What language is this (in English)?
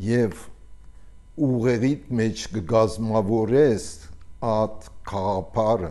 Armenian